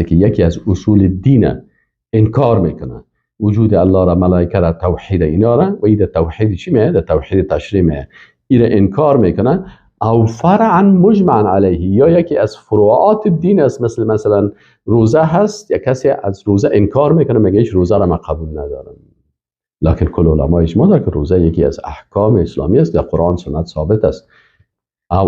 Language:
Persian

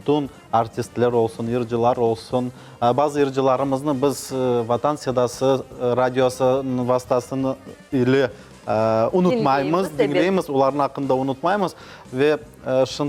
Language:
Crimean Tatar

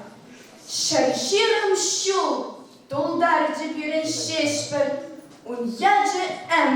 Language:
Chuvash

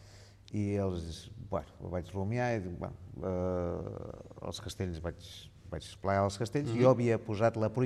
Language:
Catalan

